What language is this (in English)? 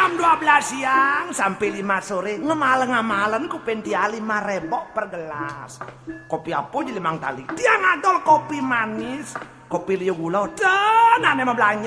Balinese